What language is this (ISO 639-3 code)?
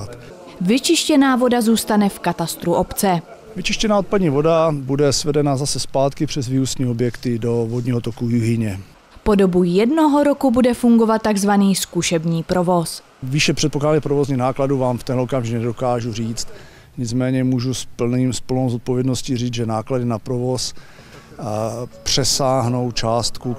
ces